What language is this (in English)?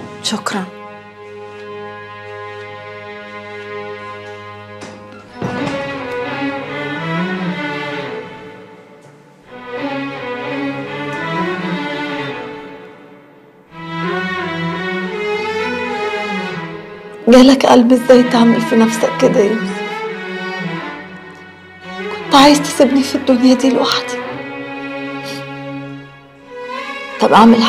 Egyptian Arabic